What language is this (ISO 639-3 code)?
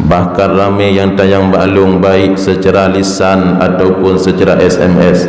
ace